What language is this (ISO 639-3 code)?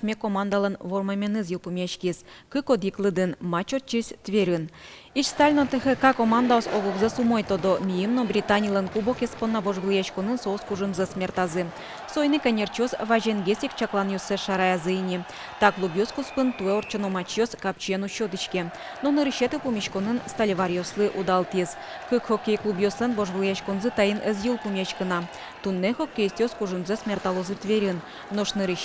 udm